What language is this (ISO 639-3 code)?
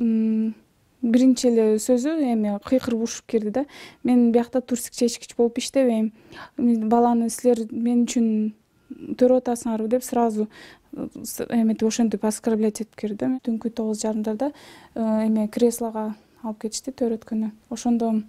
kir